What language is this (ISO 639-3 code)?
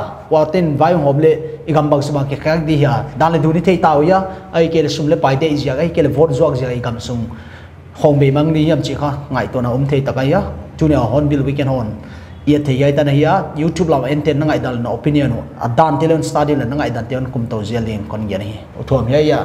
pck